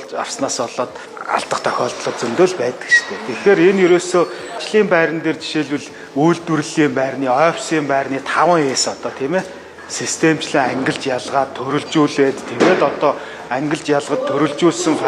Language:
Mongolian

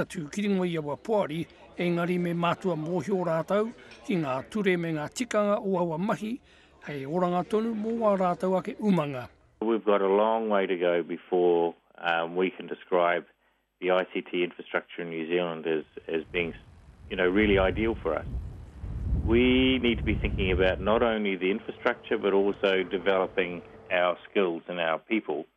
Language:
Māori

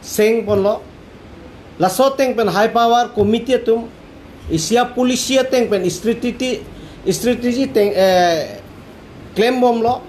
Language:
Karbi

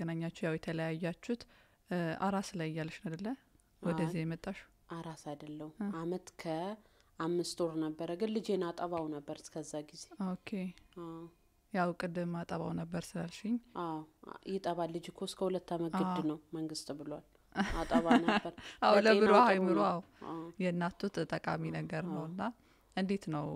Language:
Amharic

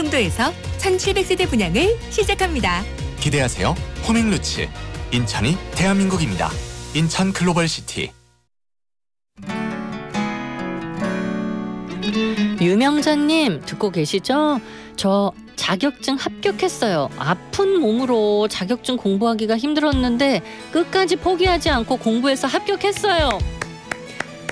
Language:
Korean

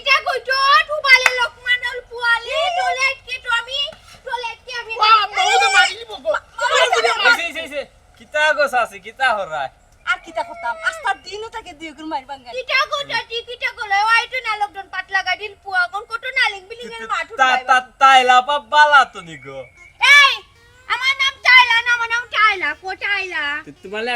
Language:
Sylheti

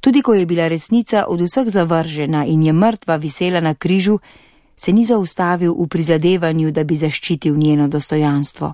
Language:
Slovenian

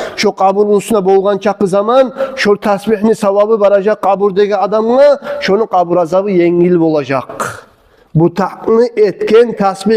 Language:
Kumyk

